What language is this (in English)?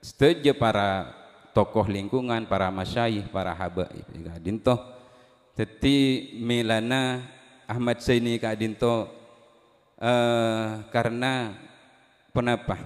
Madurese